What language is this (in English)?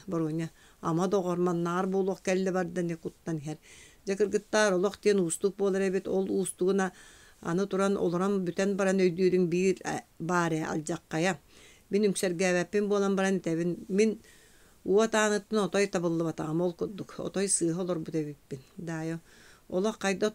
Yakut